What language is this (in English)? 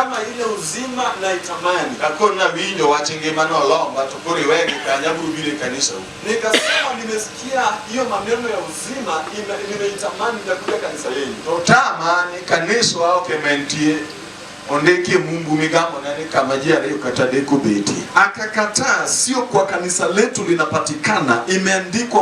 Luo (Kenya and Tanzania)